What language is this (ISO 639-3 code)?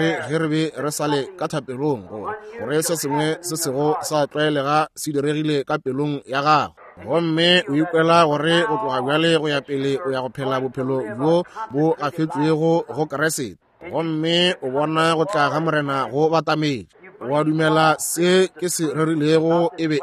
nso